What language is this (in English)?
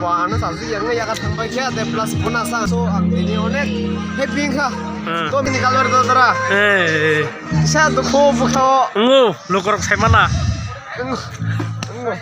Kok Borok